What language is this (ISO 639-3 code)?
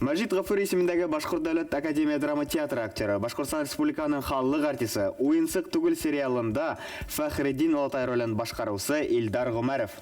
bak